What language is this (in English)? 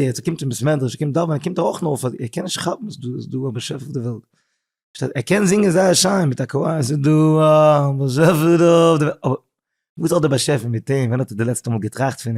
Yiddish